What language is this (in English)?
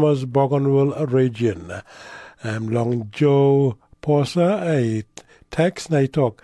Tok Pisin